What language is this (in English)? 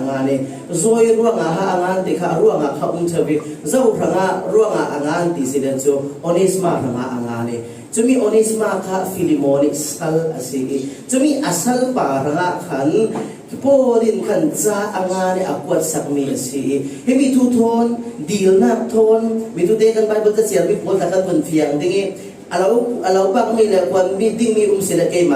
Falam Chin